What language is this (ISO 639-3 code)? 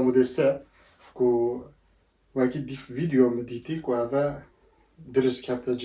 kur